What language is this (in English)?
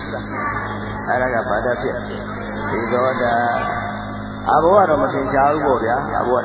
Burmese